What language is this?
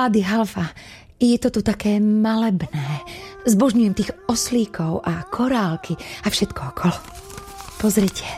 Slovak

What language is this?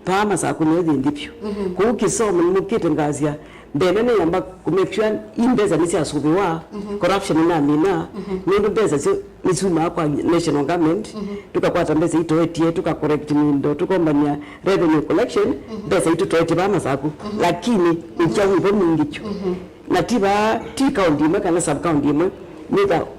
Kamba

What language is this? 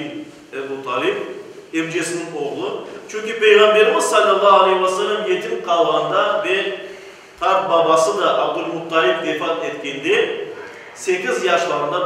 Crimean Tatar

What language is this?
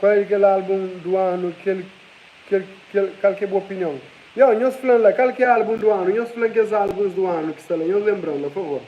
Kabuverdianu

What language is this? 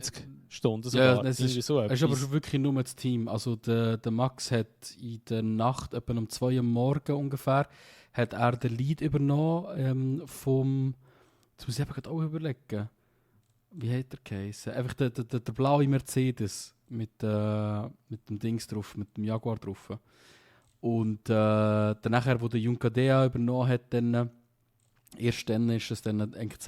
Swiss German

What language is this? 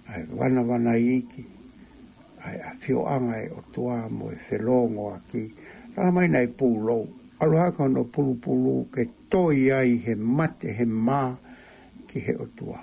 Tongan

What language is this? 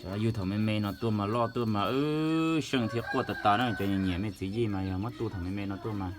Hmong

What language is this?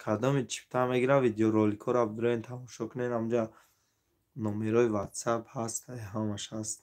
Tajik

